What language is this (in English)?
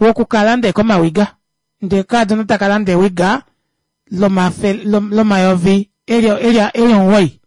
Kuanyama